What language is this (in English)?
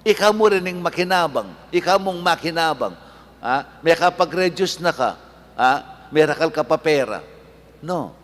Pampanga